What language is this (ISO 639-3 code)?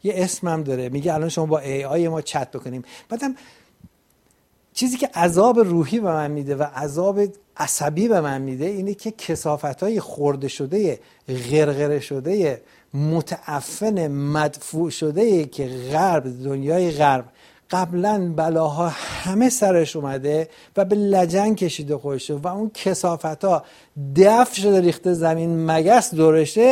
fas